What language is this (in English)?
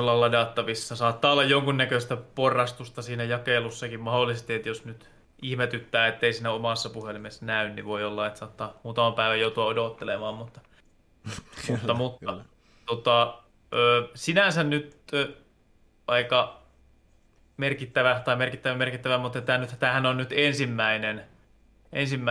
Finnish